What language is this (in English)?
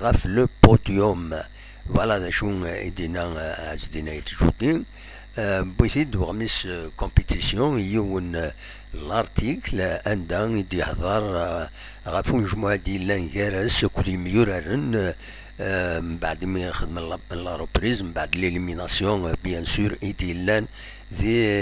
Kabyle